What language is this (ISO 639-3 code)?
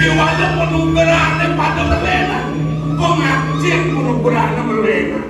ban